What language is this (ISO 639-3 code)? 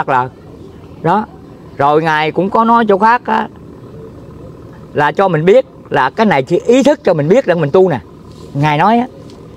vie